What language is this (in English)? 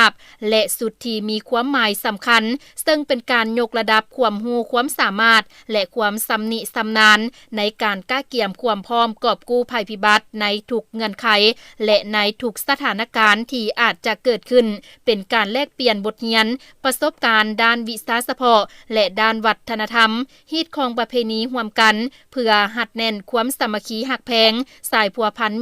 Lao